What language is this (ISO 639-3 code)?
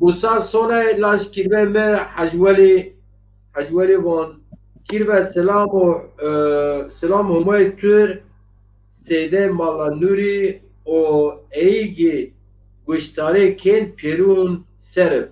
zza